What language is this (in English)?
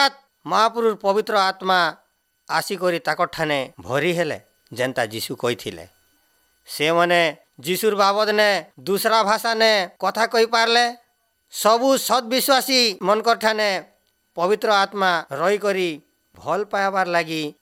Odia